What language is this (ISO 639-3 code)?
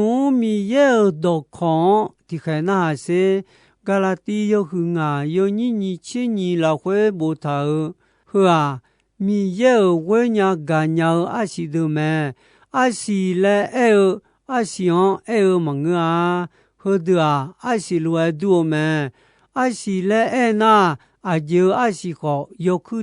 ahk